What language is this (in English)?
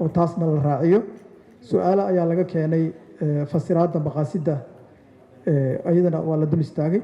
Somali